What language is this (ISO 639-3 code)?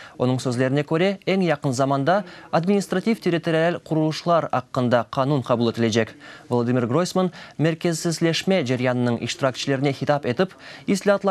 crh